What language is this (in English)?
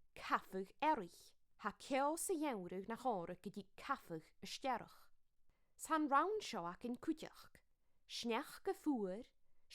Scottish Gaelic